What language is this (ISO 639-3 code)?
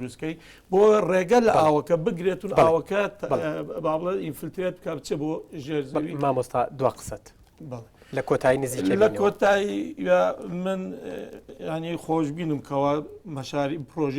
ckb